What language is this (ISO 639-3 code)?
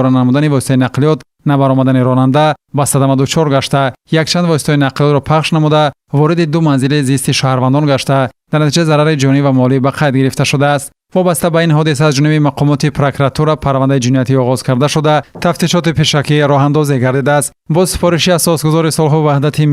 tgk